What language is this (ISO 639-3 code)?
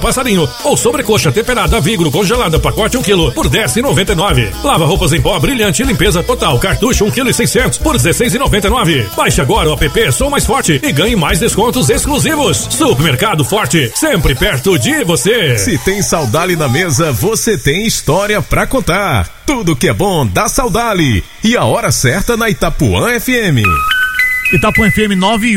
por